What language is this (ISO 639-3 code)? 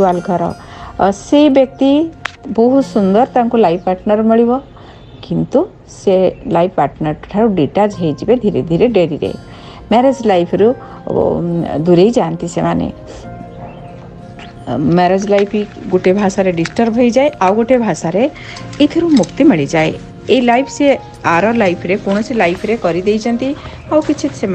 ori